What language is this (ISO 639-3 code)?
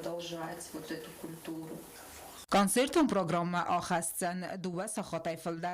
oss